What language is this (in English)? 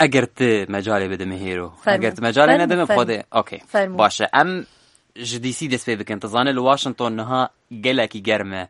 Kurdish